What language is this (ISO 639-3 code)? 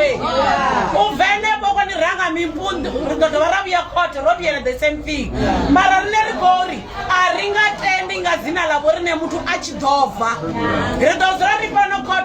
ven